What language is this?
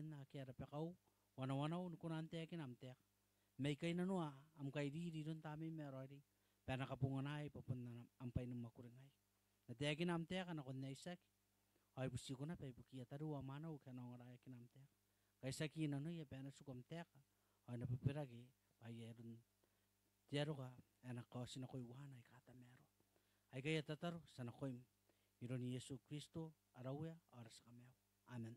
Gilbertese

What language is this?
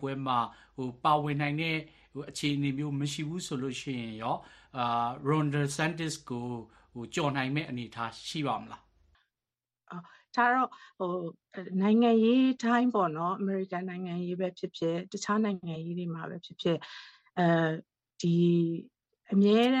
Burmese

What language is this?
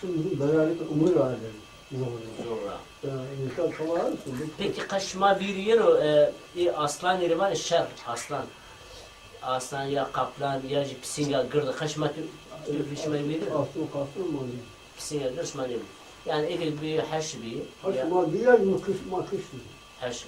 Zaza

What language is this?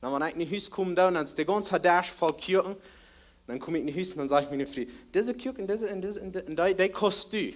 Plautdietsch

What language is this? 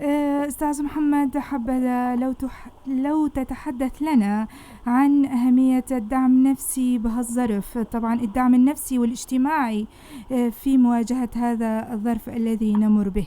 North Levantine Arabic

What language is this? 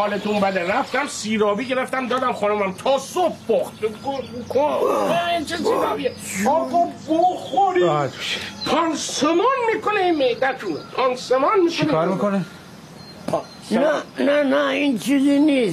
Persian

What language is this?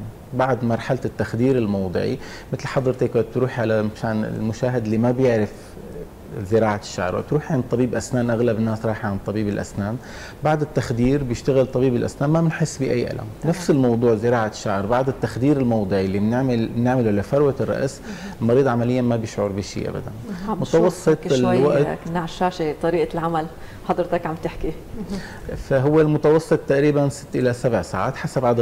North Levantine Arabic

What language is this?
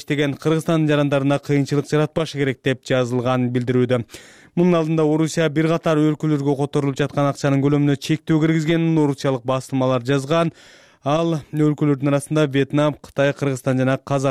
Kyrgyz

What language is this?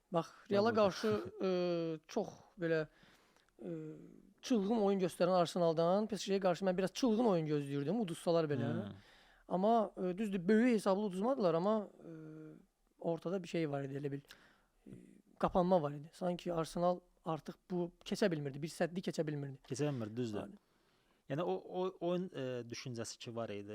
Azerbaijani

